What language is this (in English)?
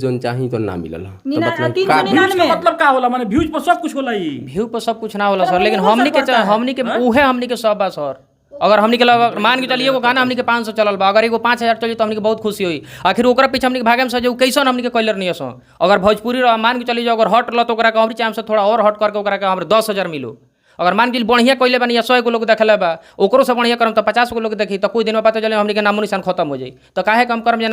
Bhojpuri